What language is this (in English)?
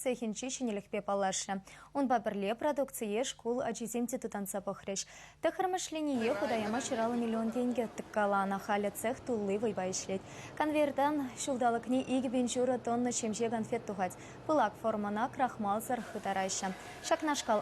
Chuvash